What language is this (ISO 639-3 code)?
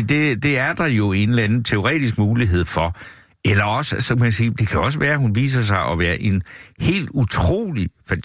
dan